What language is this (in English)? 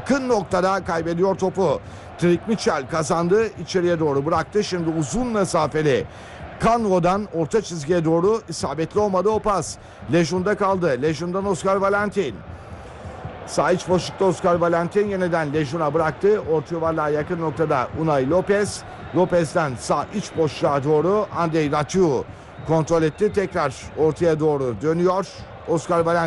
Turkish